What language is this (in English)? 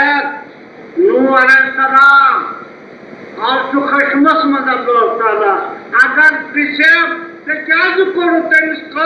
Kashmiri